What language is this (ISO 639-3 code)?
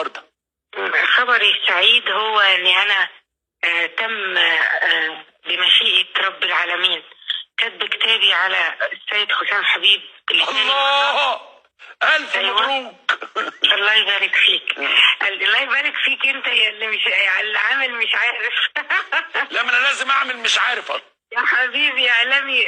arz